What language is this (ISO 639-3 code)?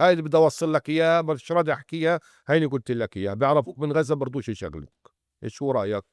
apc